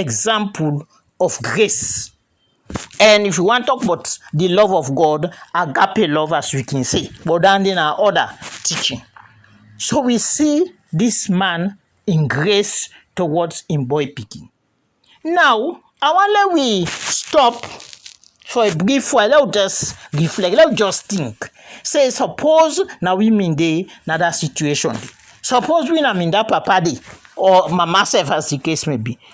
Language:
Krio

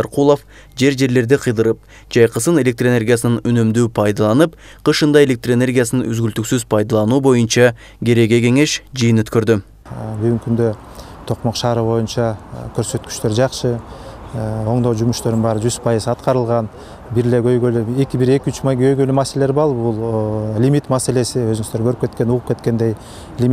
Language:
Kyrgyz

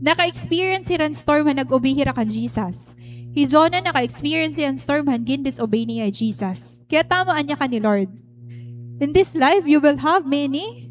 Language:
Waray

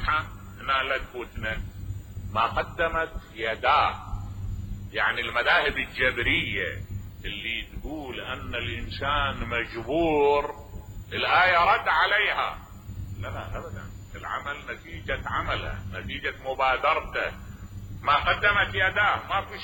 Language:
Mesopotamian Arabic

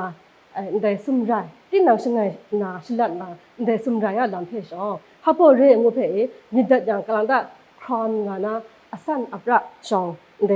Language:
Kachin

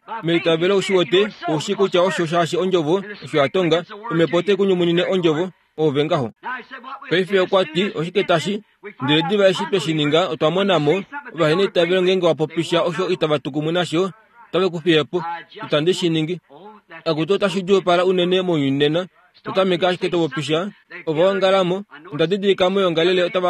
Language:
Kuanyama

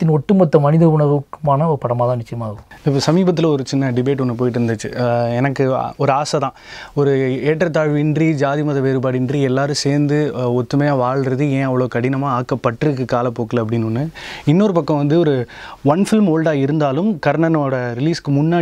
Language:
Tamil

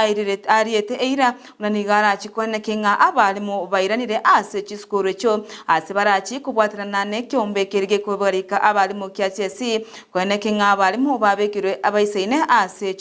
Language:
Gusii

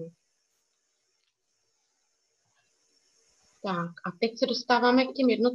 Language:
Czech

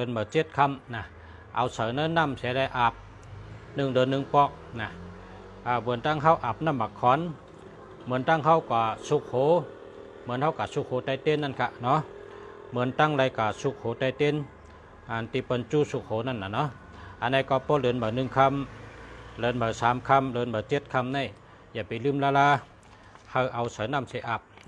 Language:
Shan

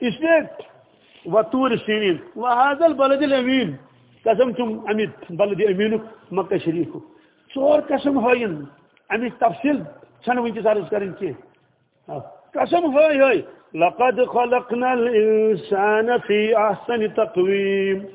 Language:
Kashmiri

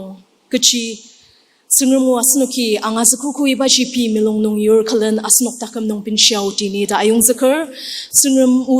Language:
Ao Naga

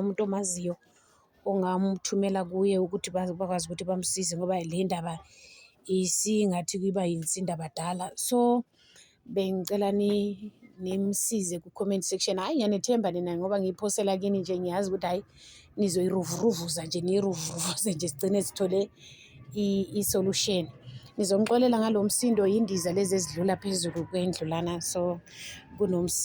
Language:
Zulu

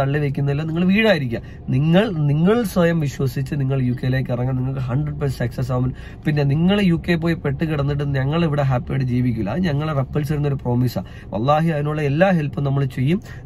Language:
Malayalam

